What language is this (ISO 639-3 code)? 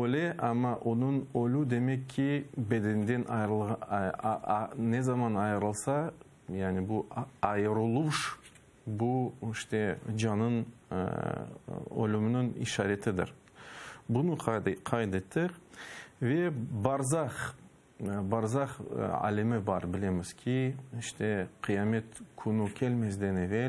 crh